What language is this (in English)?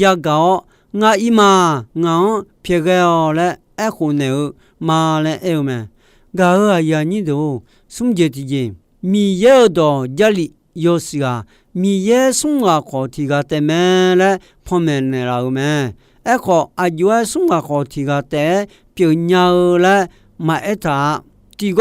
Akha